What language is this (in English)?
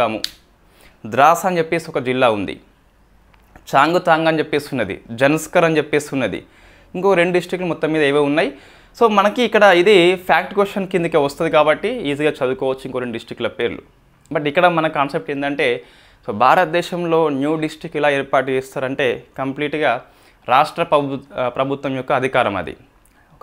Telugu